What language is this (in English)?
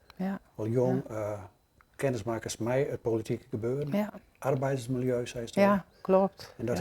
Western Frisian